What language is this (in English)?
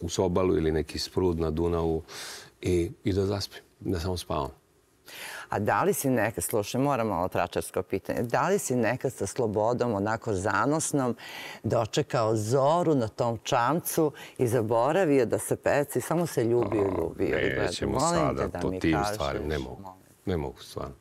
Serbian